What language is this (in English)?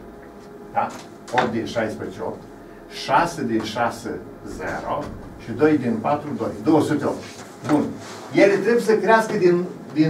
Romanian